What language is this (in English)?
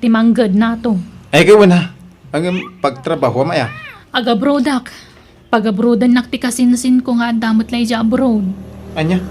Iloko